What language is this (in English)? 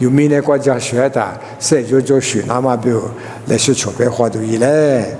Lisu